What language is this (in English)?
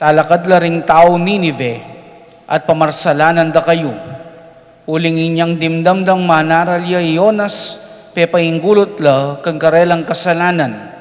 Pampanga